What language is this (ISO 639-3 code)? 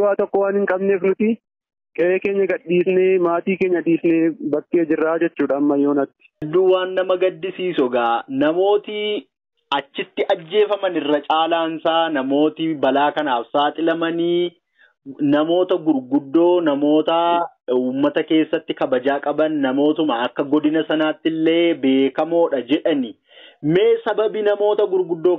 orm